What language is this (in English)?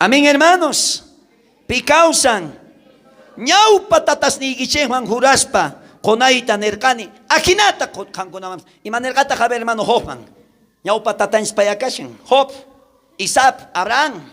South Bolivian Quechua